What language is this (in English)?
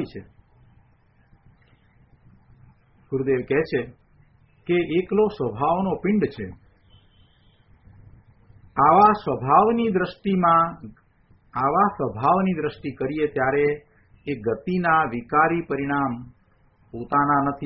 Gujarati